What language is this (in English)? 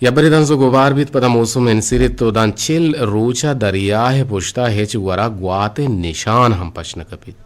Eastern Balochi